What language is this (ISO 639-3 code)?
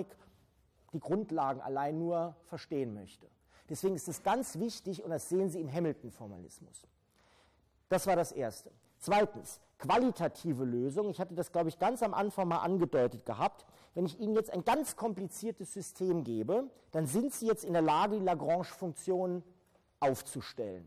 deu